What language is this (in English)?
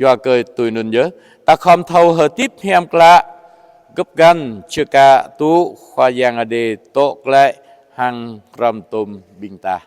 Jarai